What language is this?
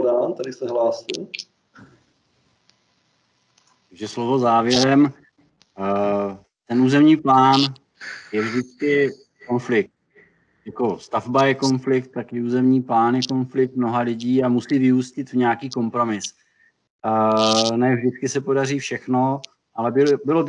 Czech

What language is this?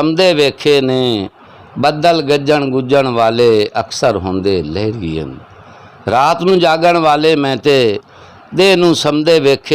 Saraiki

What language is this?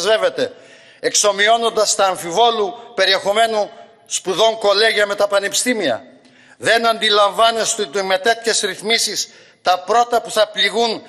Greek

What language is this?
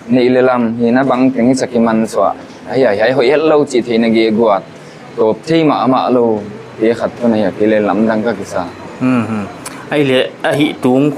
Paite Chin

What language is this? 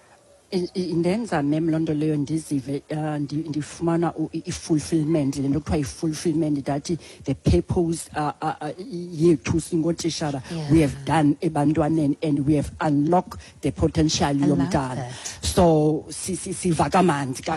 Xhosa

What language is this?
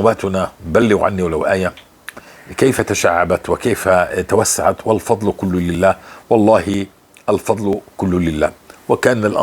North Levantine Arabic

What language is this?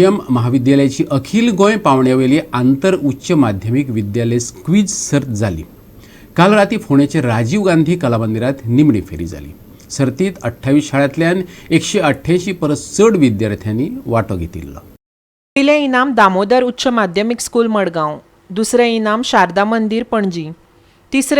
Konkani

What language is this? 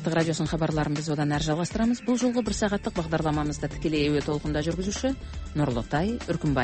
Kazakh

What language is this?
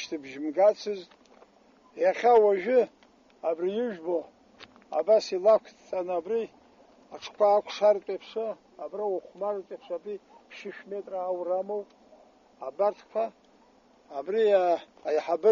Abkhazian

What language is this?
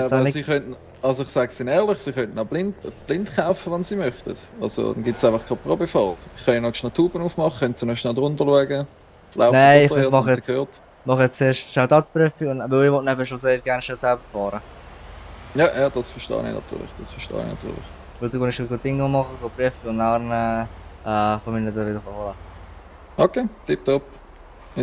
Swiss German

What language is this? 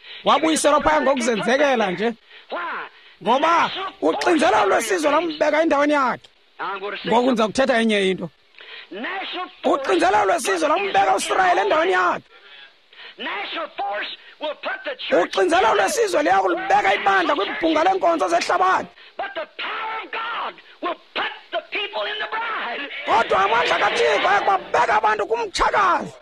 Xhosa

